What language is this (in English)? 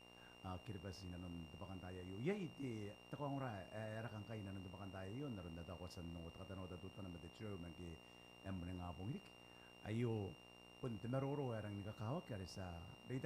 Gilbertese